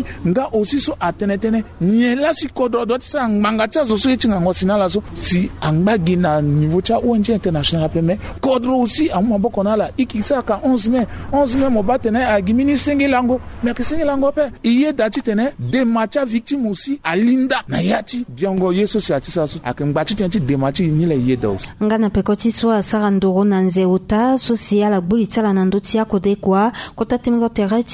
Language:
Sango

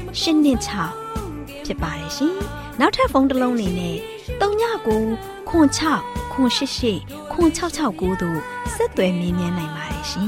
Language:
Burmese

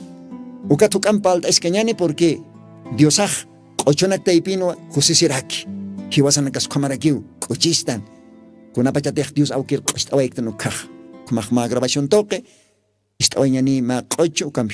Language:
Aymara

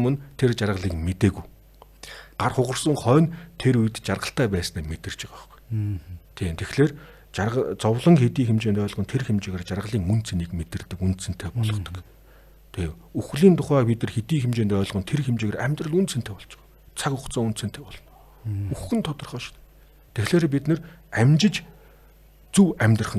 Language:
Mongolian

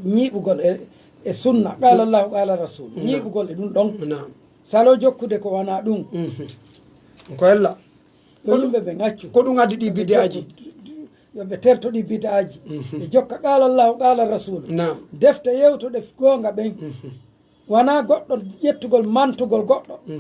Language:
Pular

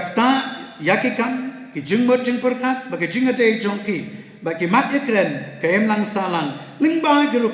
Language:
Khasi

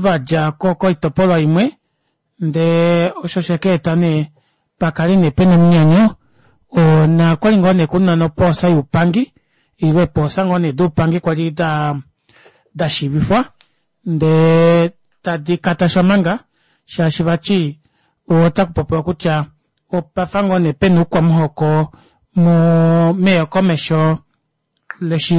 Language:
Kuanyama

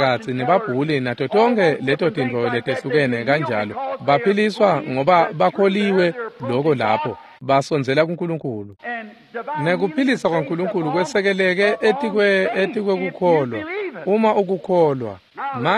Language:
Swati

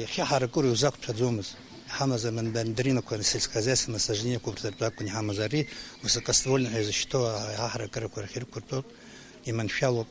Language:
Abkhazian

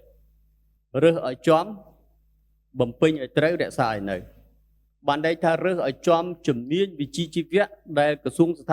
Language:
Khmer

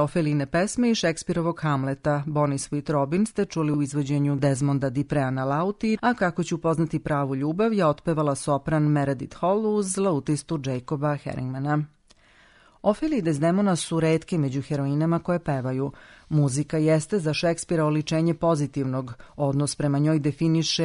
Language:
Serbian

